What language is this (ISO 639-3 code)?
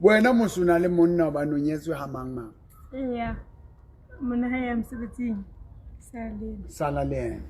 sot